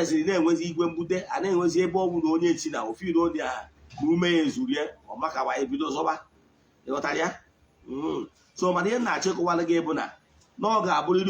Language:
Igbo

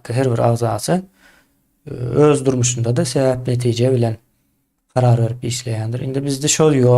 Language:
Turkmen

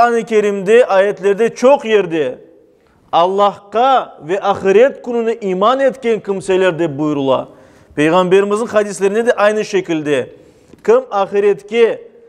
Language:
Crimean Tatar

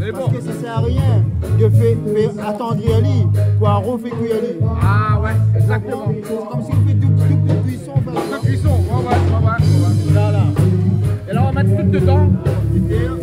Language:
Réunion Creole French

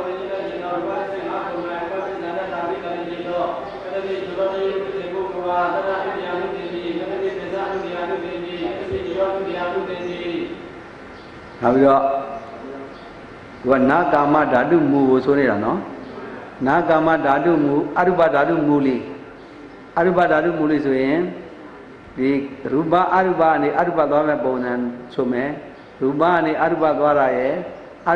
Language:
Burmese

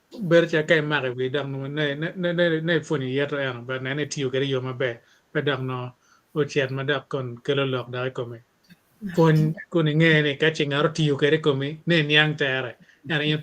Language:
Acoli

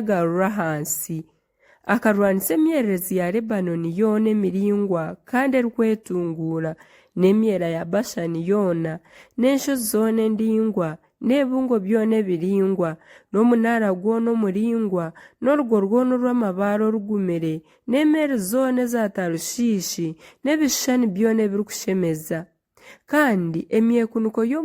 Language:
Nyankole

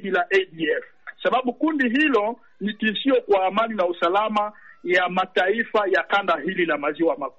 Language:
Swahili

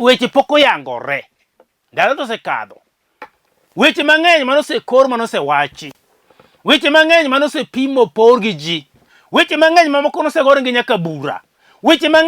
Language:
Luo (Kenya and Tanzania)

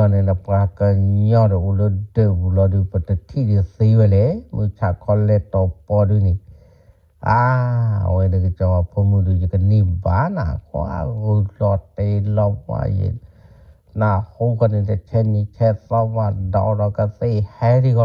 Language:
S'gaw Karen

